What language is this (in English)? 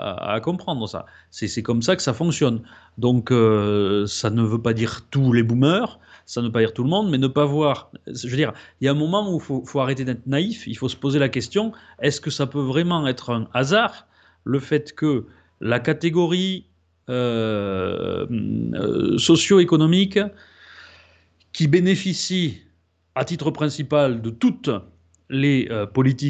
French